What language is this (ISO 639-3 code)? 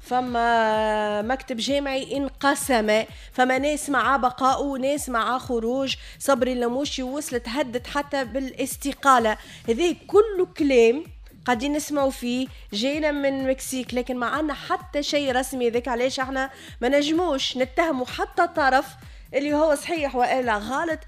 aeb